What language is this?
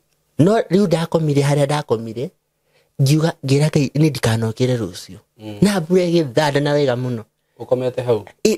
Kikuyu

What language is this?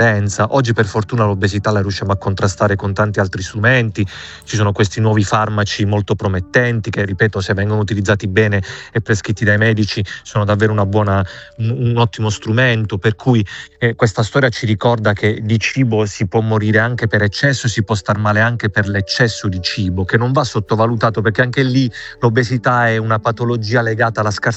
Italian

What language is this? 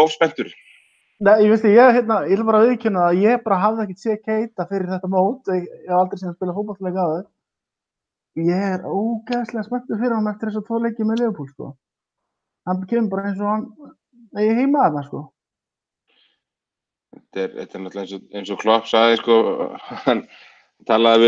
Icelandic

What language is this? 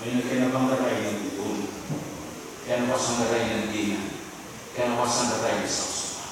Fijian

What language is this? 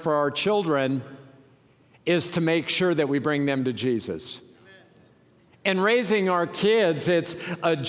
English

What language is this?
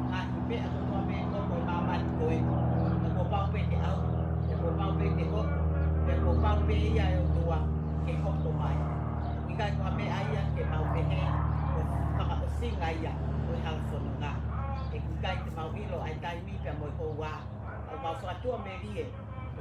Tongan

